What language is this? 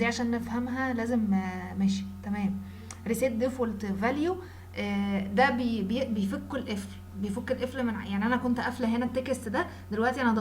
Egyptian Arabic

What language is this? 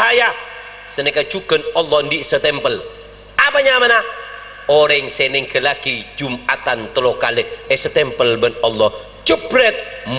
Madurese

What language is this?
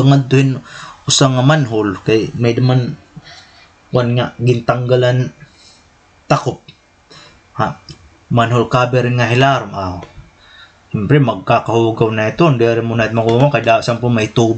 Waray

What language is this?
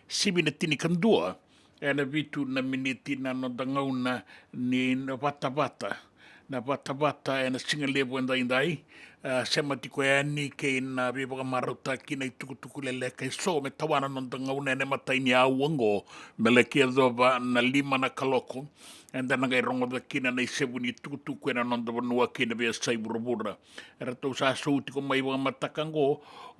Fijian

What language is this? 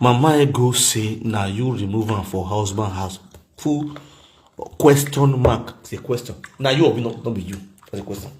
Nigerian Pidgin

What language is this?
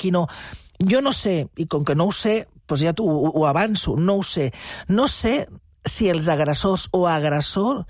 Catalan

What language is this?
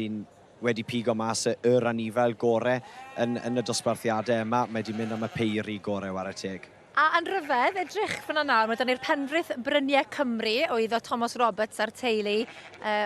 Welsh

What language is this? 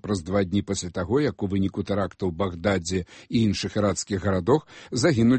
Belarusian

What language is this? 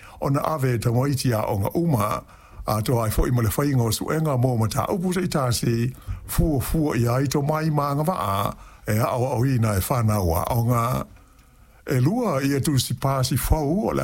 Samoan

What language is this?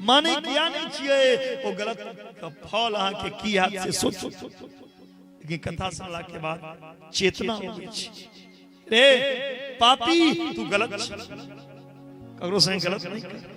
Maithili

